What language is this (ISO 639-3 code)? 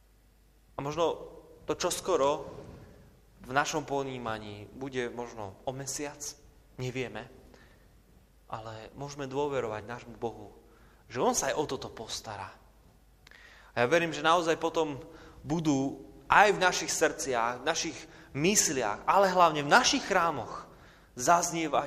slk